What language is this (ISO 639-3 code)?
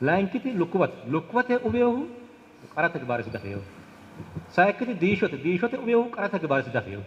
sid